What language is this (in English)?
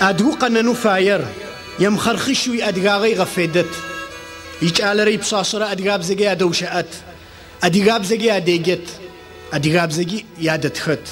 Adyghe